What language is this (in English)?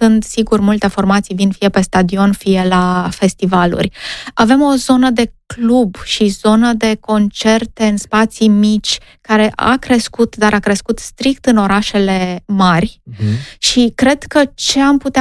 Romanian